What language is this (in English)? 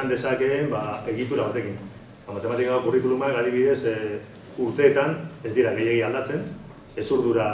Basque